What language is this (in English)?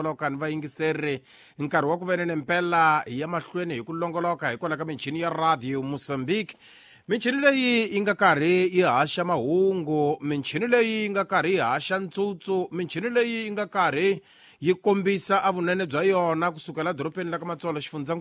Tsonga